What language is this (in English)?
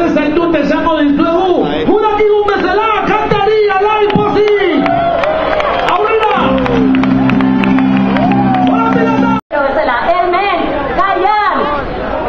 Basque